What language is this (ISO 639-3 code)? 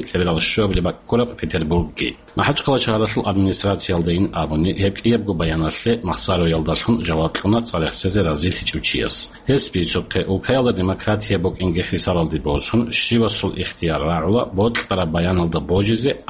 ava